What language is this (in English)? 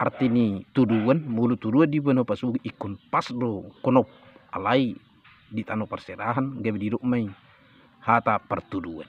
Batak Toba